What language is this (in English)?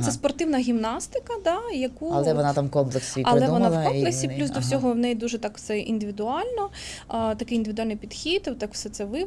Ukrainian